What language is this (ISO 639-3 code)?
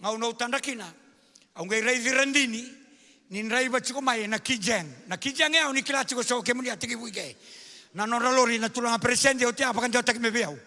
fij